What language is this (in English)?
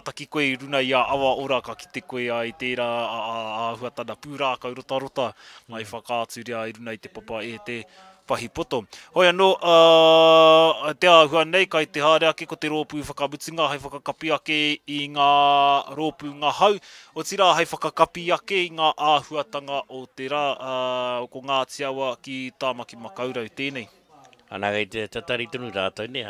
Māori